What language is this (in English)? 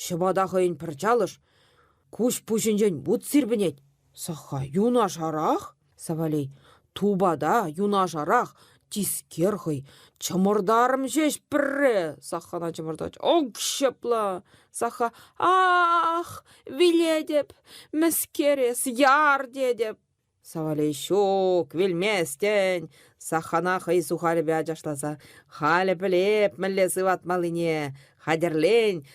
Chuvash